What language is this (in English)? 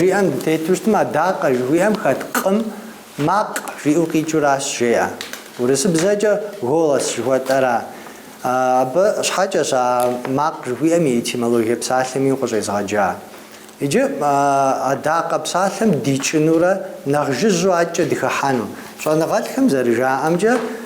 Kabardian